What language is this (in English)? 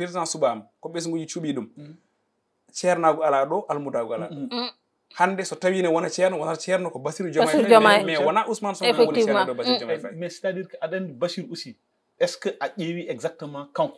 Fula